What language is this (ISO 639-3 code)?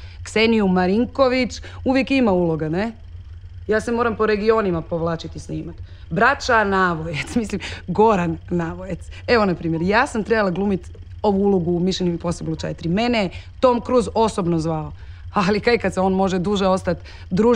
hrv